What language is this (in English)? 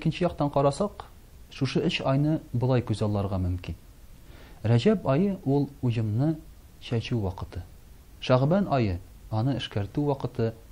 Tatar